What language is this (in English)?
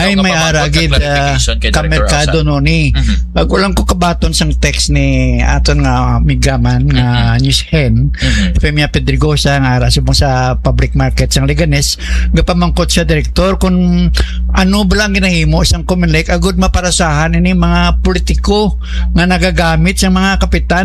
Hiligaynon